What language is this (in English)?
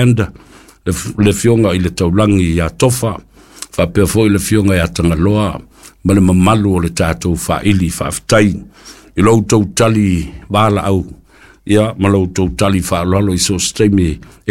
Samoan